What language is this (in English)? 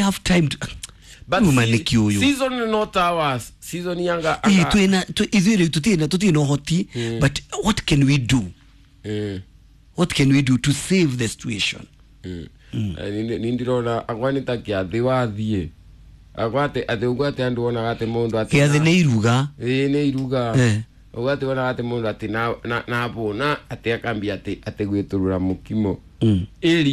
Kikuyu